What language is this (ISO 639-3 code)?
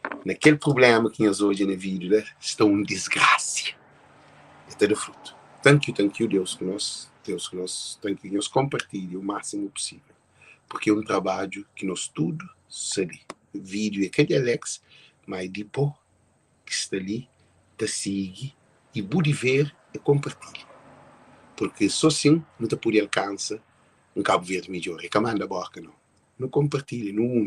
kea